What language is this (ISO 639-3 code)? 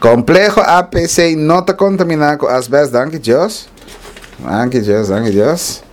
pap